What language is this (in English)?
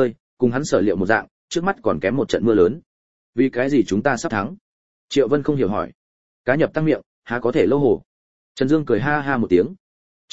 Vietnamese